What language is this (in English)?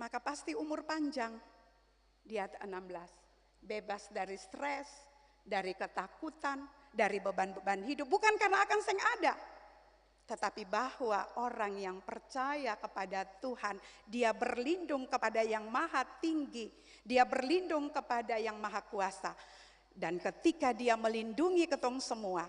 Ambonese Malay